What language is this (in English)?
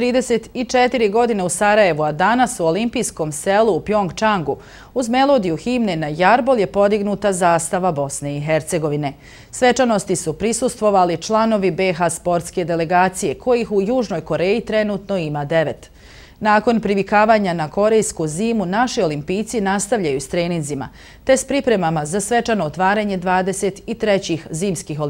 Bosnian